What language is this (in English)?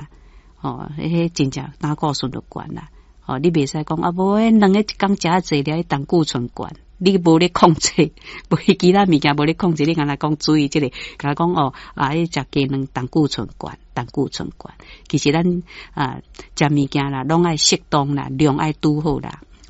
Min Nan Chinese